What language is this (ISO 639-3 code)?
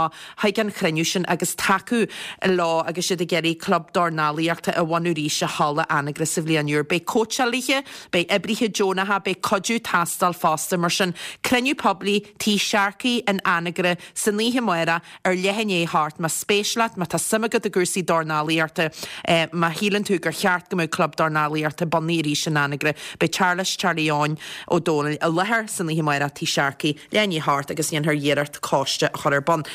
gle